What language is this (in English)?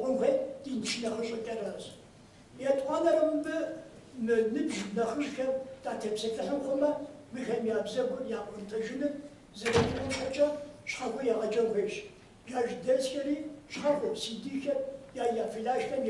Kabardian